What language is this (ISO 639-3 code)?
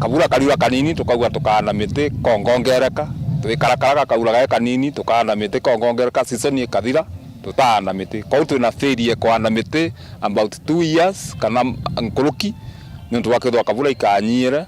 mer